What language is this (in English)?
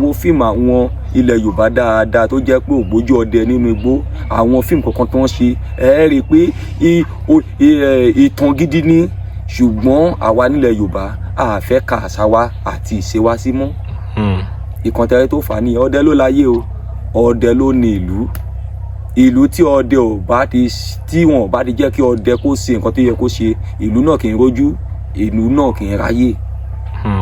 Yoruba